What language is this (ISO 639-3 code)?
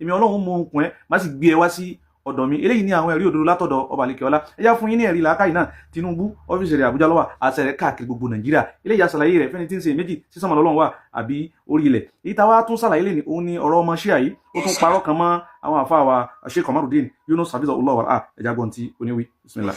yor